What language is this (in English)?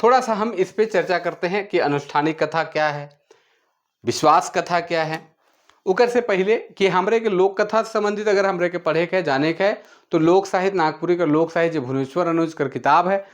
Sadri